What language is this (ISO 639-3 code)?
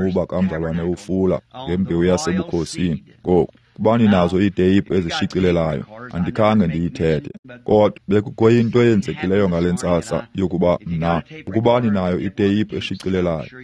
xho